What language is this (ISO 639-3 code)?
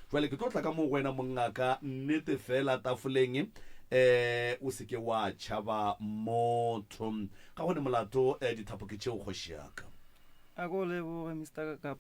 nso